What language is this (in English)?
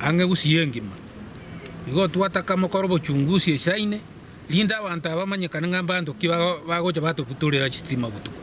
Gusii